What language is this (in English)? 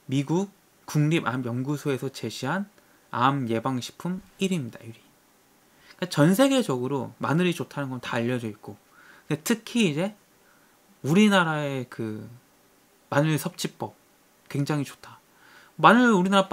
Korean